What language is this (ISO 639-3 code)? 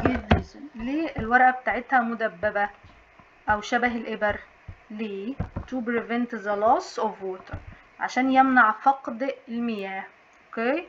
arz